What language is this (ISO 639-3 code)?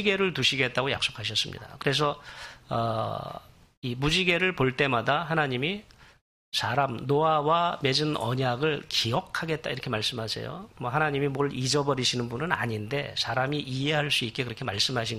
kor